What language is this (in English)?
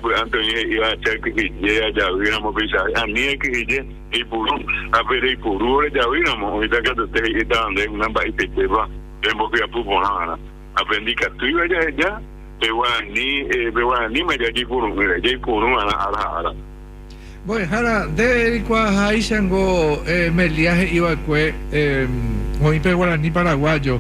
Guarani